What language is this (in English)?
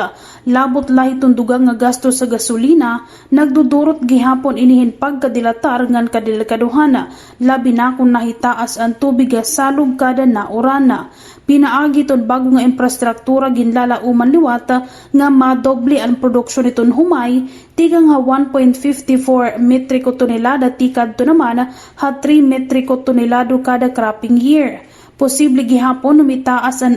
Waray